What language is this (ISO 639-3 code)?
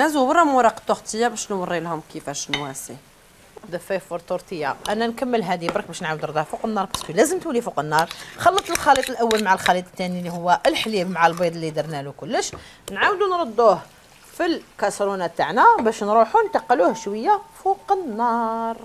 arq